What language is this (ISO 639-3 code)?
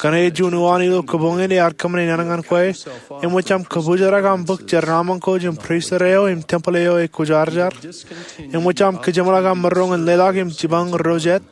mah